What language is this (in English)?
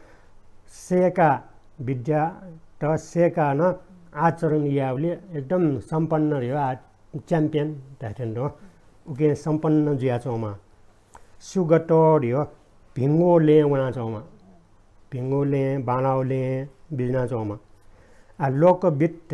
Newari